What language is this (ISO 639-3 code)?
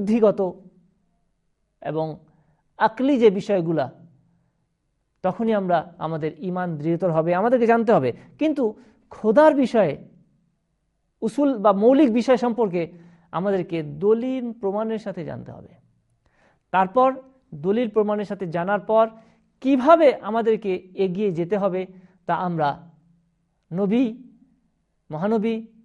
ben